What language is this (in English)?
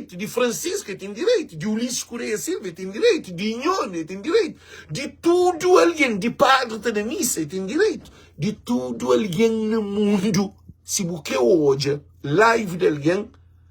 Kabuverdianu